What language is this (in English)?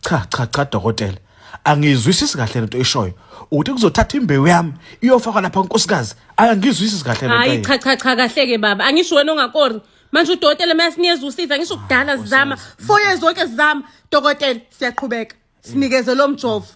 Zulu